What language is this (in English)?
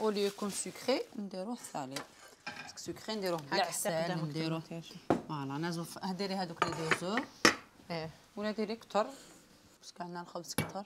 Algerian Arabic